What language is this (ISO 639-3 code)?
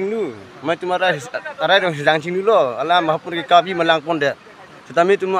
mjw